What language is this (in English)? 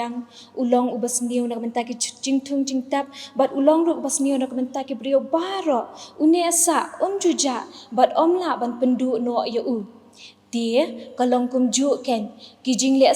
Khasi